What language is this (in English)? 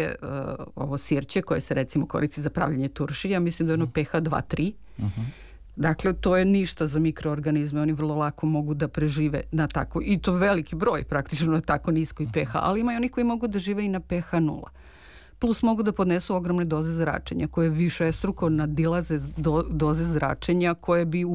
Serbian